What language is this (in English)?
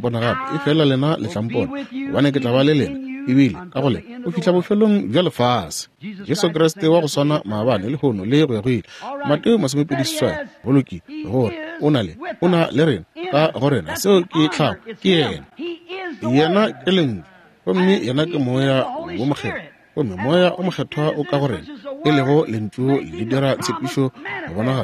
Northern Sotho